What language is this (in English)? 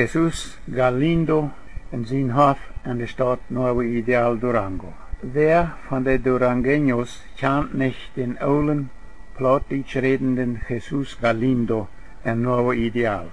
Plautdietsch